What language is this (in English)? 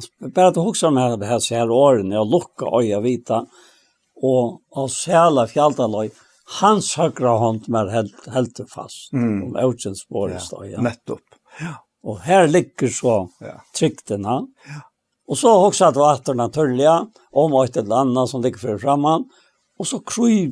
Faroese